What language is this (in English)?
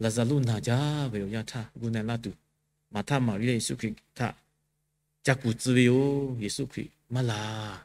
Lahu